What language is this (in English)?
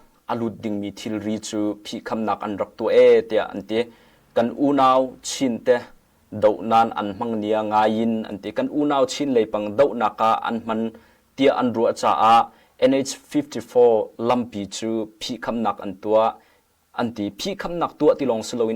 Hakha Chin